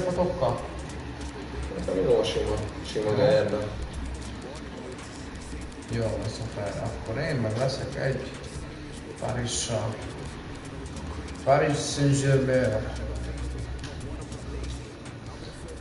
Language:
Hungarian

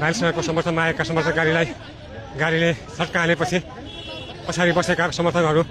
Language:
Nepali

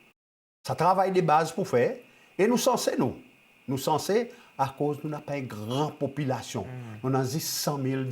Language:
Seselwa Creole French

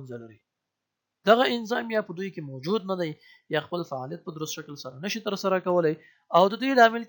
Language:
Pashto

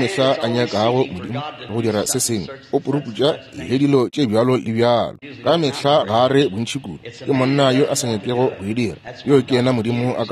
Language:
Northern Sotho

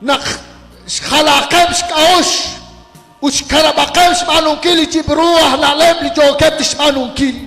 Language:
Kekchí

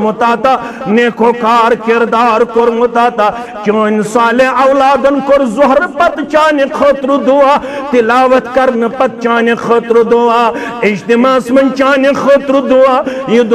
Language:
Kashmiri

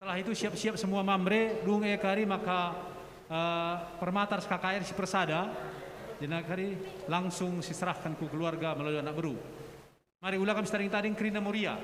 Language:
Batak Karo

